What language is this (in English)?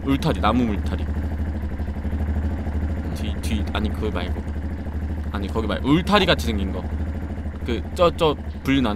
Korean